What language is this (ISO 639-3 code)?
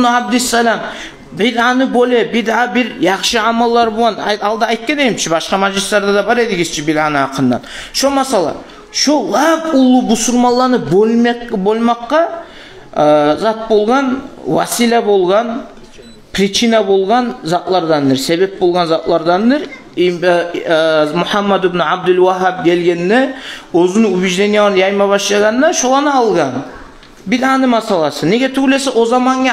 kum